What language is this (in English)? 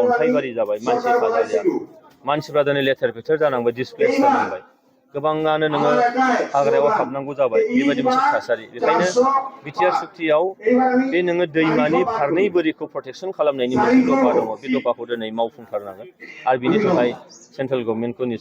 Bodo